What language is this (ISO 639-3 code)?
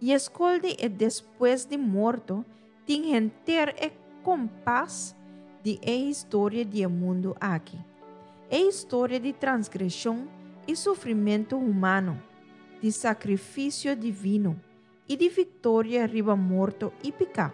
pap